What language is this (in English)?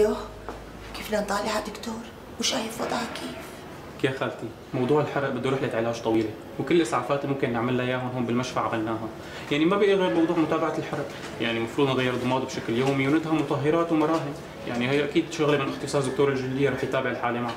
North Levantine Arabic